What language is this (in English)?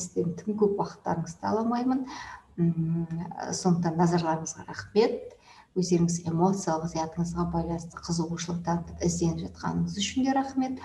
Kazakh